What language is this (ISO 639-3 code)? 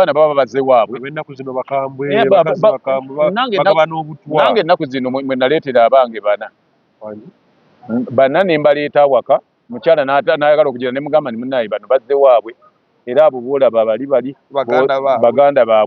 lug